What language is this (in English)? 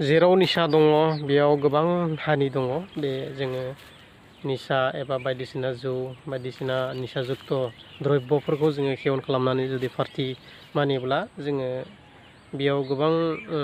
Bodo